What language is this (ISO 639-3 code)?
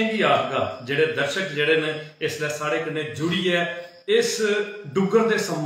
doi